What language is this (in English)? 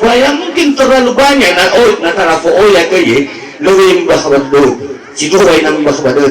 Nias